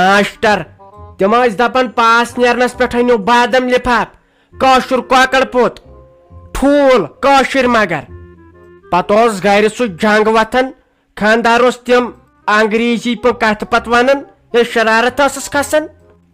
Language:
Kashmiri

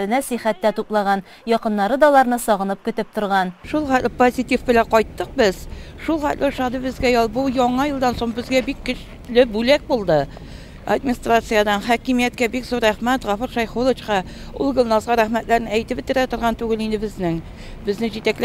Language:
Tatar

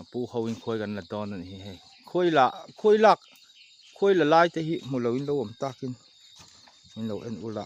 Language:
Mizo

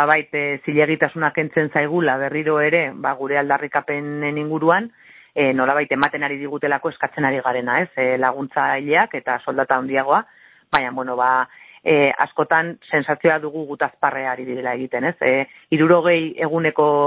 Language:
Basque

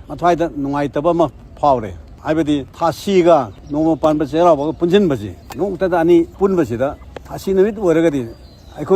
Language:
Manipuri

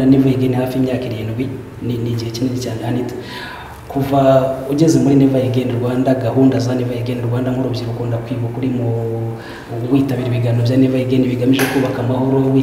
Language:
Kinyarwanda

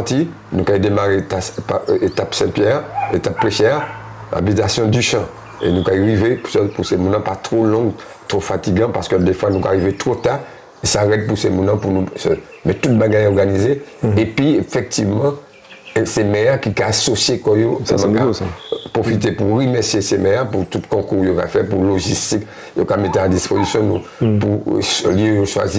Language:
Guadeloupean Creole French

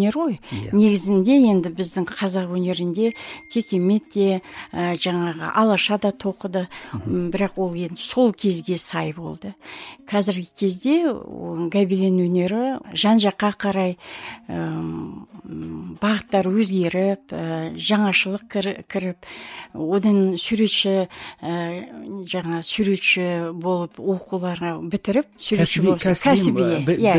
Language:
Kazakh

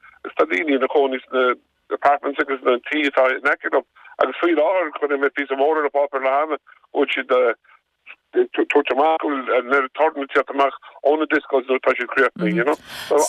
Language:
Irish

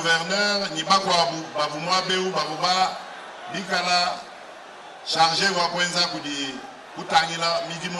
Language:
Luba-Lulua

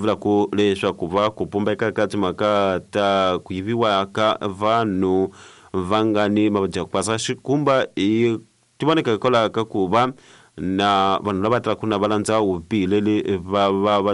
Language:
Tsonga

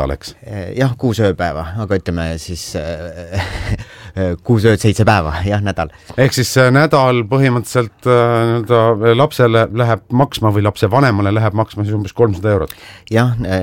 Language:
Estonian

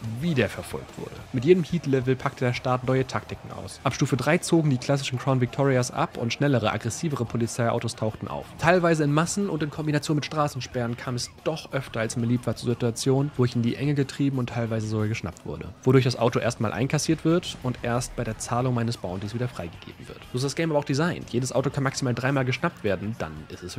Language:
German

